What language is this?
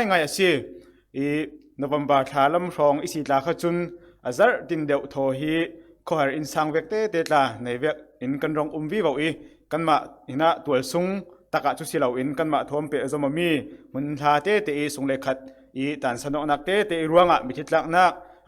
Falam Chin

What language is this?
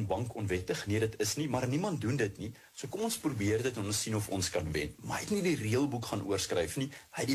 Afrikaans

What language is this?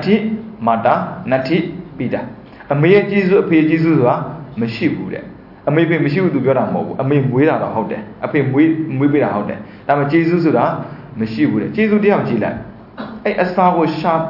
Burmese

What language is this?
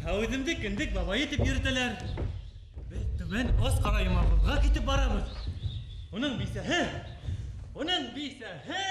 Bashkir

